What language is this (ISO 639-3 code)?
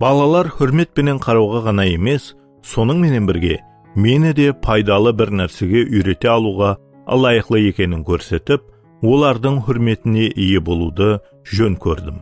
kaa